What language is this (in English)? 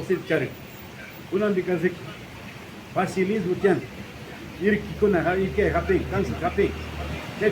Imbabura Highland Quichua